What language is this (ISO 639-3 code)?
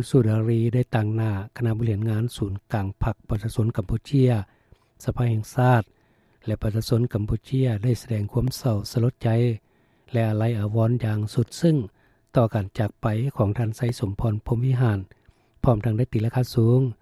lao